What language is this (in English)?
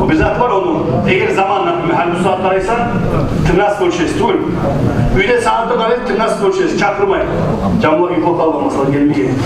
Kumyk